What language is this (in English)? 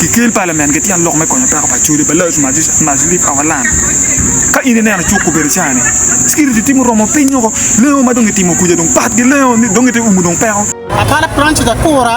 Acoli